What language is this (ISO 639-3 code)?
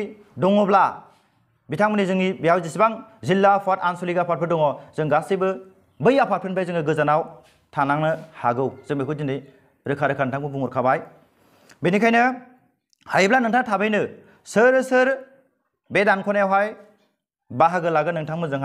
brx